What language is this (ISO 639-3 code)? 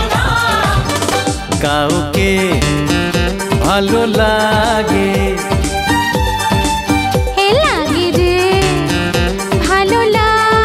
ben